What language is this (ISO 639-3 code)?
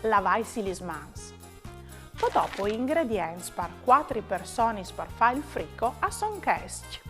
fur